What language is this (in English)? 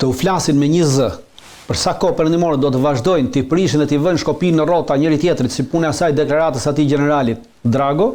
Albanian